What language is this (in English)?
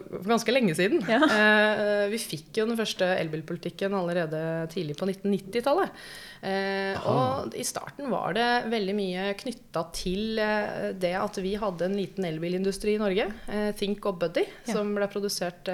Norwegian